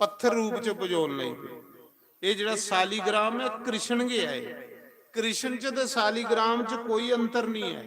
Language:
Dogri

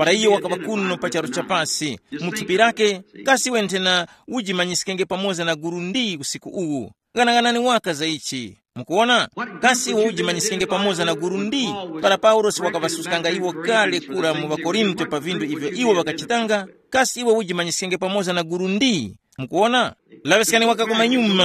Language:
Tumbuka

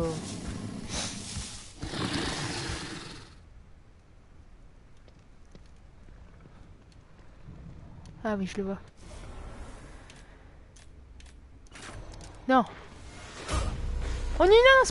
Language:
French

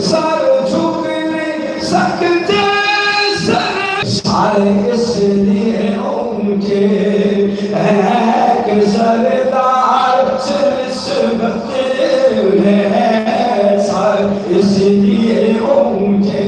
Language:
Saraiki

